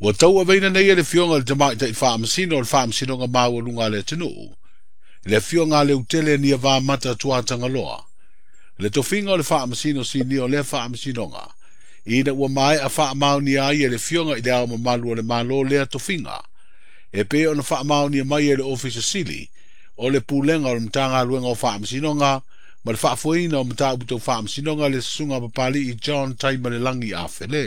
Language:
Samoan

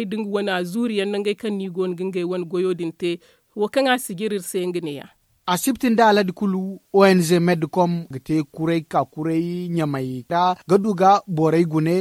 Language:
Zarma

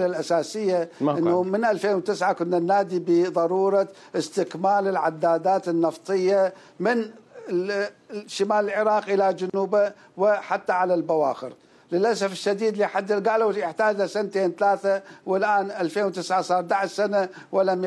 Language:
Mesopotamian Arabic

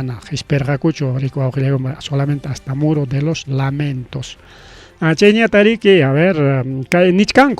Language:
Ayacucho Quechua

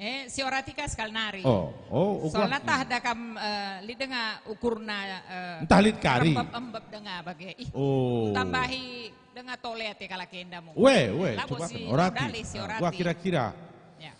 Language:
Batak Karo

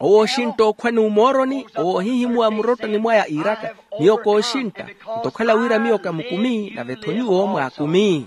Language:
Makhuwa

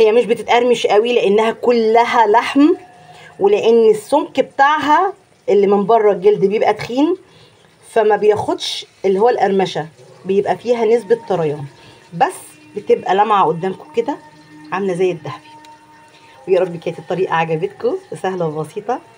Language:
Egyptian Arabic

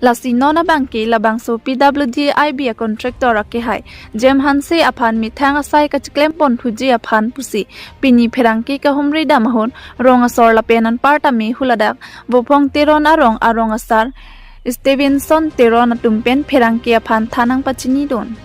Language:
Karbi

